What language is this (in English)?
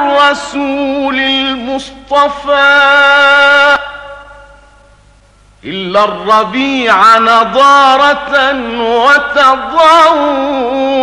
Arabic